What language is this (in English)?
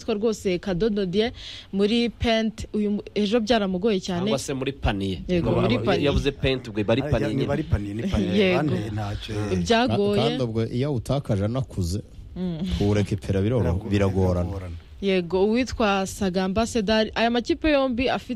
Kinyarwanda